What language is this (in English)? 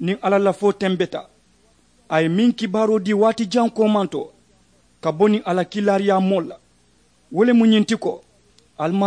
Mandingo